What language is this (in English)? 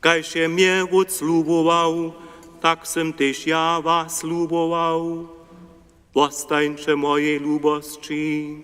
Upper Sorbian